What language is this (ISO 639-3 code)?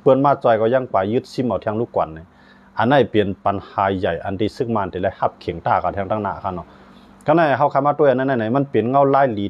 shn